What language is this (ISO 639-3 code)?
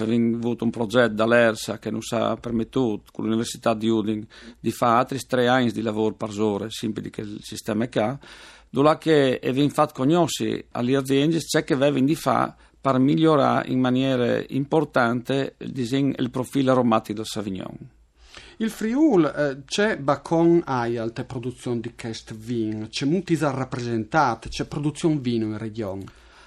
fur